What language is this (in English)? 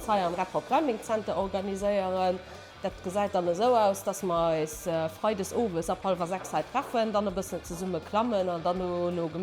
Luxembourgish